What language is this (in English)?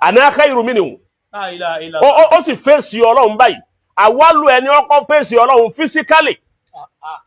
Yoruba